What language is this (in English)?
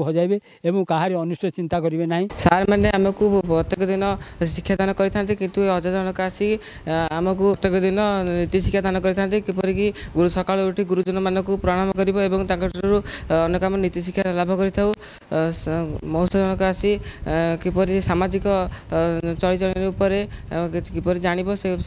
Odia